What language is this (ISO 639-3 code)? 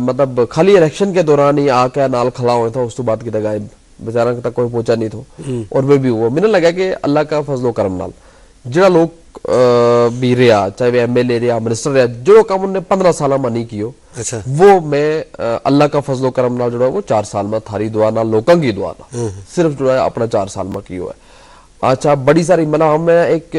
gju